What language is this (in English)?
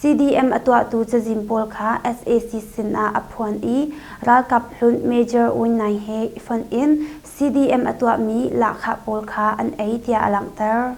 Hakha Chin